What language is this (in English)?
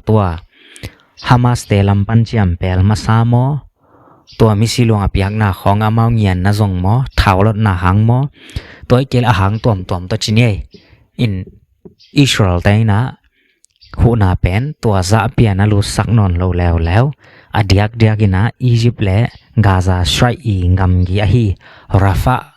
Tedim Chin